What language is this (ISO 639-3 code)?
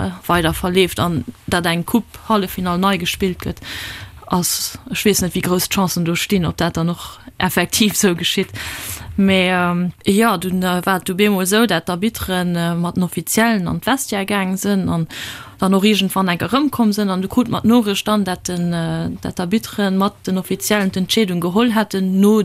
ltz